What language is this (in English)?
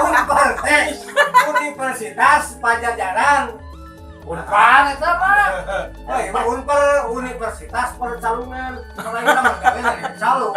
Sundanese